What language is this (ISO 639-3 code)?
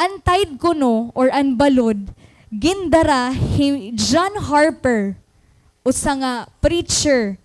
war